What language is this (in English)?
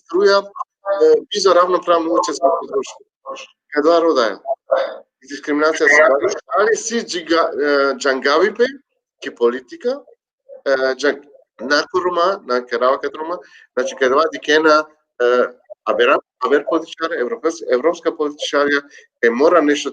Balkan Romani